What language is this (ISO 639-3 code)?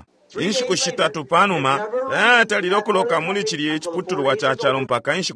bem